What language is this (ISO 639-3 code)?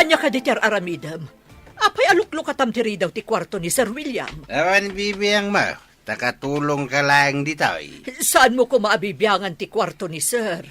ilo